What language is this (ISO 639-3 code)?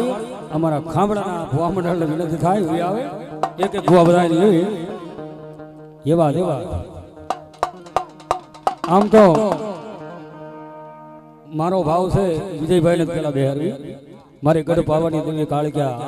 guj